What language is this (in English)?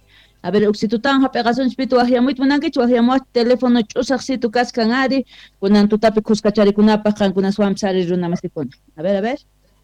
Quechua